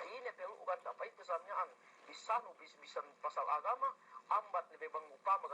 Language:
Yakan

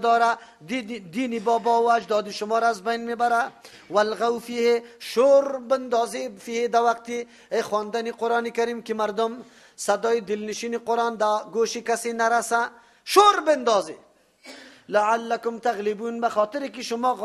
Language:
Persian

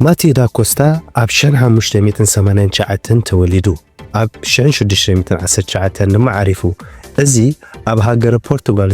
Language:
Tigrinya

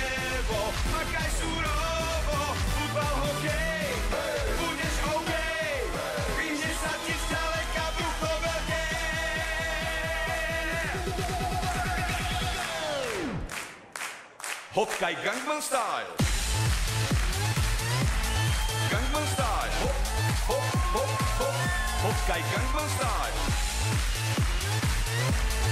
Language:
Slovak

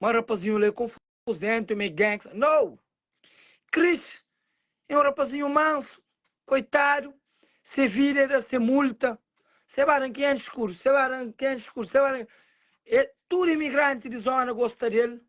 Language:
Kabuverdianu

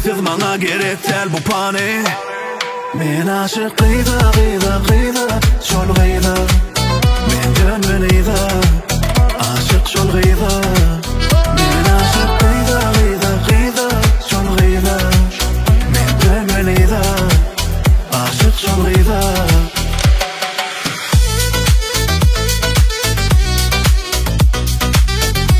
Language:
Turkmen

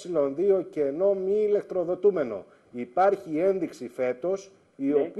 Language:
Greek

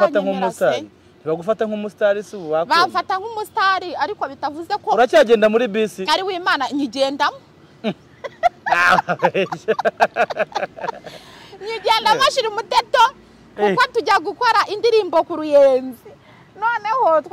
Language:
Kinyarwanda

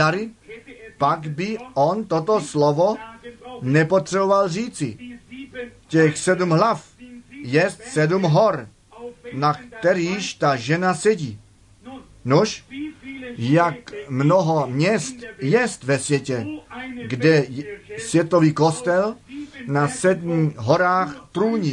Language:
Czech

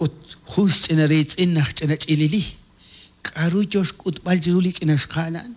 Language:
Kekchí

